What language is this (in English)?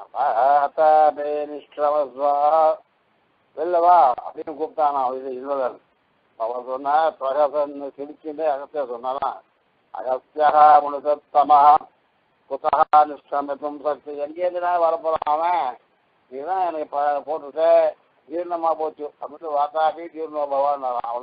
Tamil